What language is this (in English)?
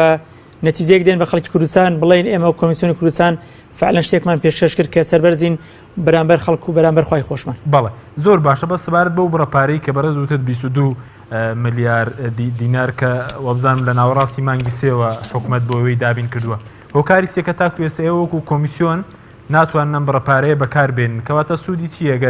Central Kurdish